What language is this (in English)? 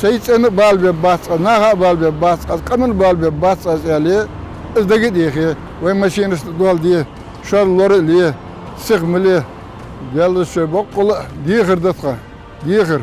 Ingush